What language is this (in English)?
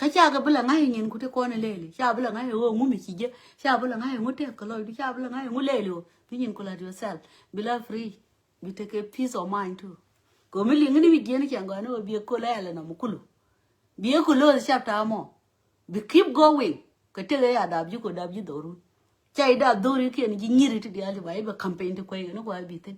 Nuer